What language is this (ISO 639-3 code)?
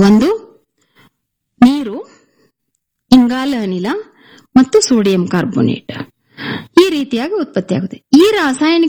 kan